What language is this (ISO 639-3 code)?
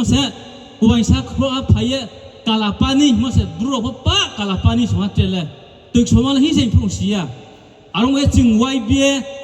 ria